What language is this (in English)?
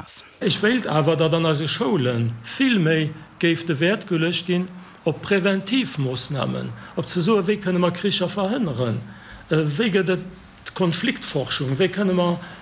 Luxembourgish